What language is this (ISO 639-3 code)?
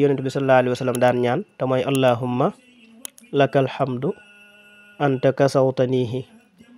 wol